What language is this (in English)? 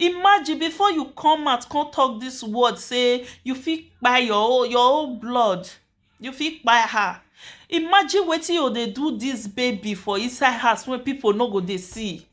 Nigerian Pidgin